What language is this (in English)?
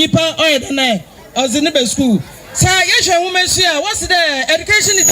Akan